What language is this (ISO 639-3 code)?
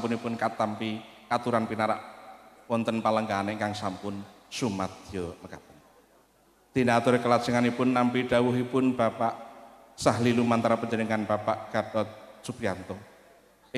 jav